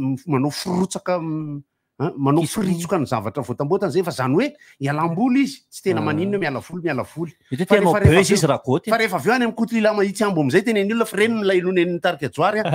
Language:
Malagasy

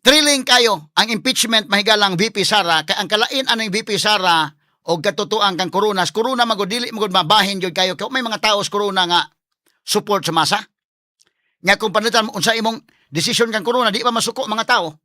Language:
Cebuano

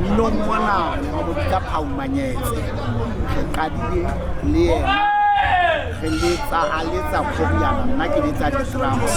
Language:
Southern Sotho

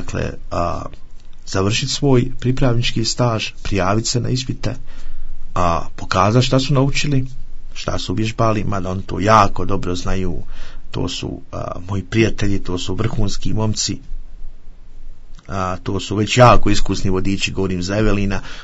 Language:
Croatian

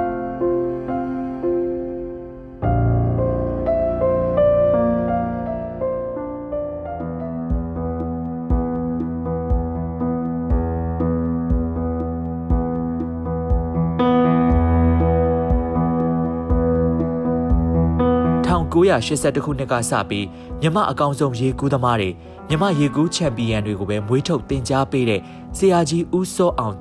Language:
Burmese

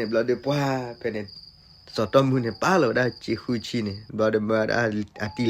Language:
S'gaw Karen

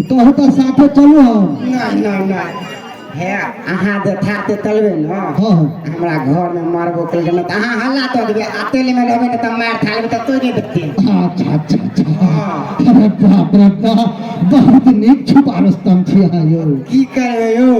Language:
Maithili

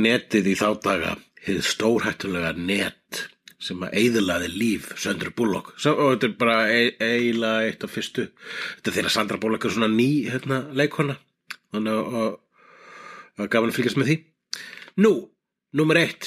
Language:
Icelandic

